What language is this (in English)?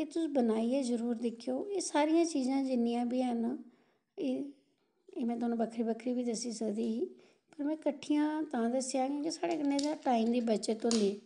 Dogri